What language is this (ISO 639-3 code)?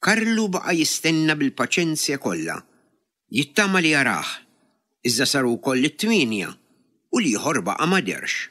mlt